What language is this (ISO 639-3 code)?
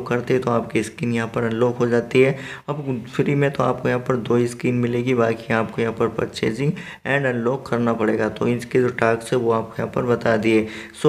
hin